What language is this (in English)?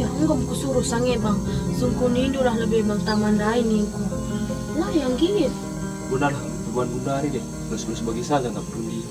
Batak Karo